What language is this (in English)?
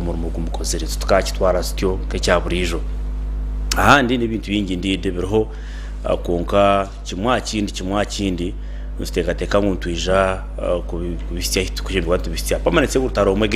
Nyankole